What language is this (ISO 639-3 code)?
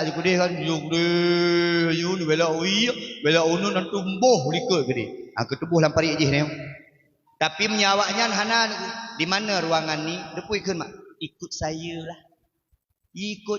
ace